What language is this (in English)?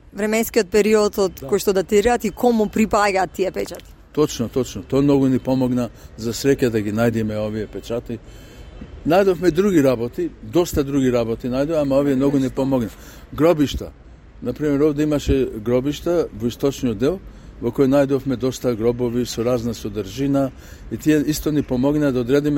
Macedonian